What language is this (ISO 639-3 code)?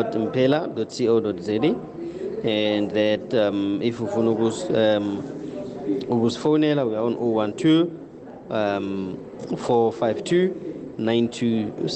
nbl